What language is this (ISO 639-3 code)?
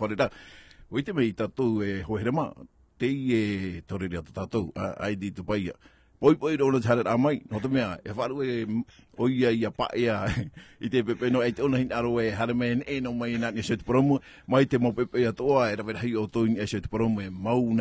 tah